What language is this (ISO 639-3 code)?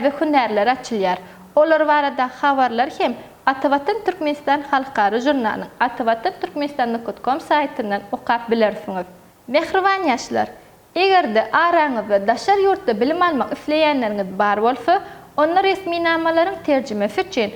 tuk